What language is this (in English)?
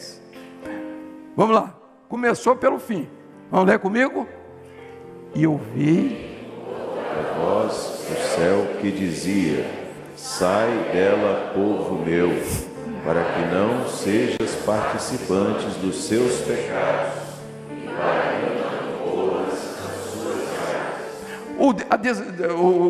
Portuguese